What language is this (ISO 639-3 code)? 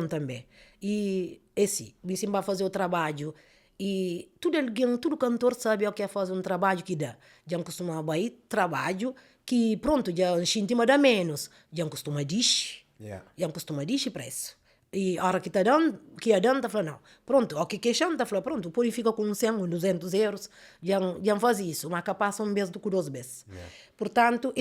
kea